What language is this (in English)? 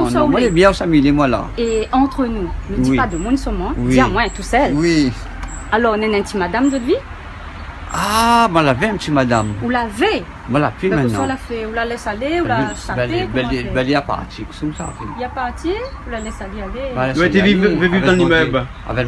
Réunion Creole French